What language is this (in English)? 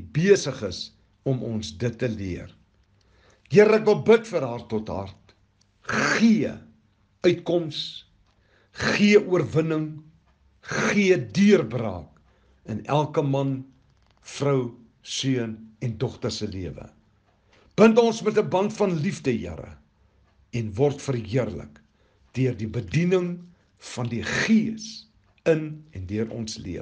Afrikaans